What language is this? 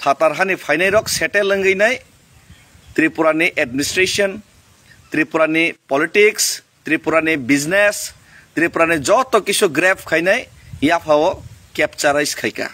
Kok Borok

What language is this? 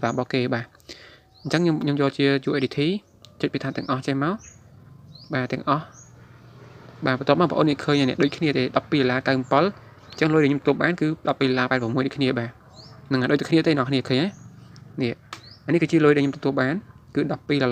Khmer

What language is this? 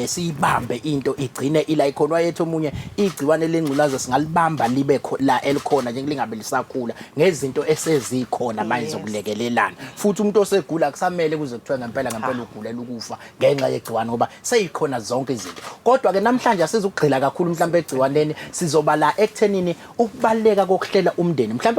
Zulu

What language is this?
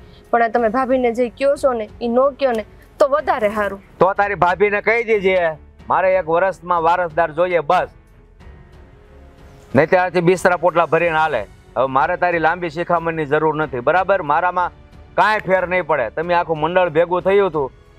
Gujarati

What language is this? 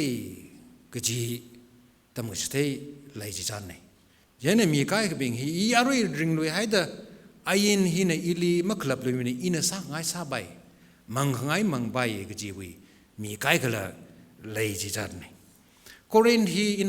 Tangkhul Naga (India)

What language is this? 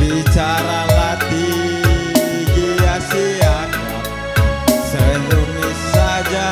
Batak Karo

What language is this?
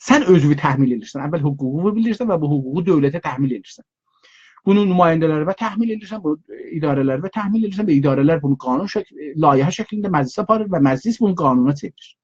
South Azerbaijani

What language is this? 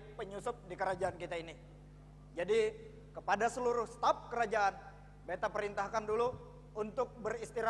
Banjar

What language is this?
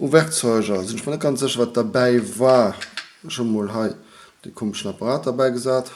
Luxembourgish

